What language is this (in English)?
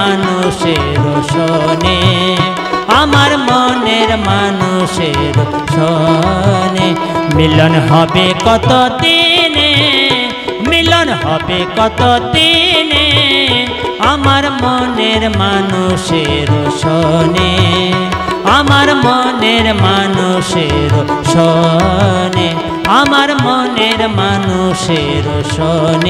Bangla